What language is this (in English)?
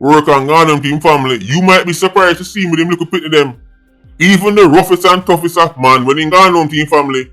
Jamaican Creole English